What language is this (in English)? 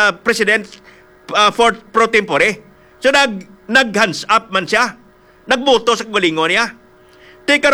Hiligaynon